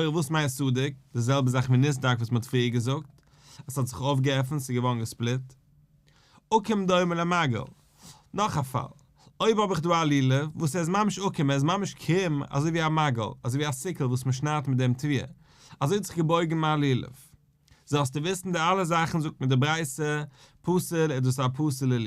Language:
Yiddish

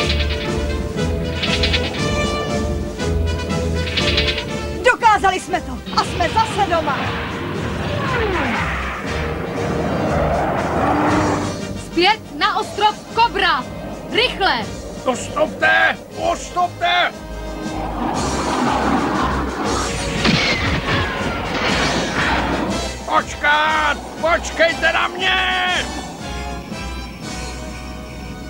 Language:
Czech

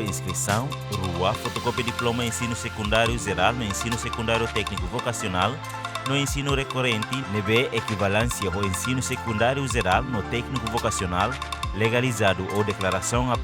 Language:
Tetum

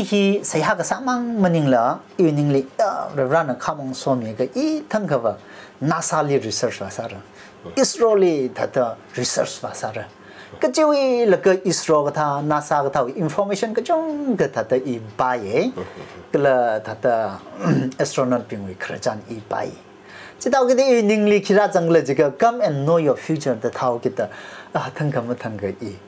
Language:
Tangkhul Naga (India)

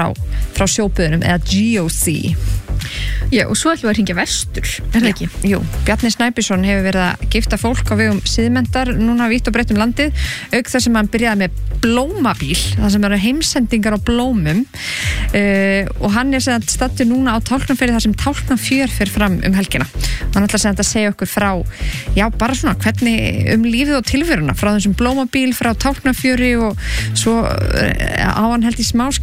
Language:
Icelandic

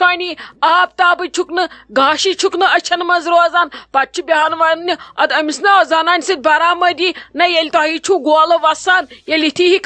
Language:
Kashmiri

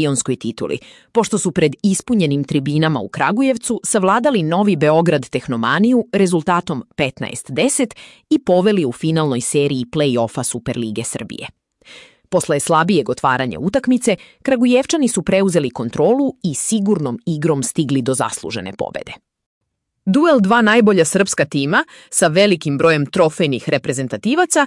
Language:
Serbian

